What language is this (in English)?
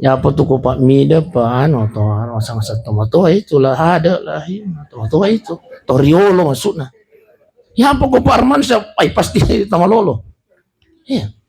Buginese